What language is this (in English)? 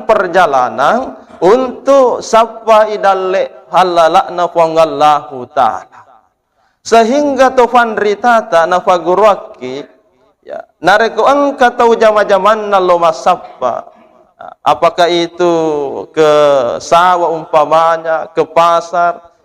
Buginese